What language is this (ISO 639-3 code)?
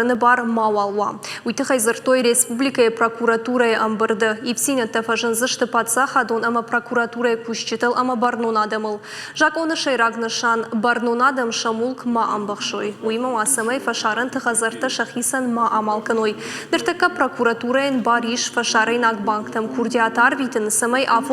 oss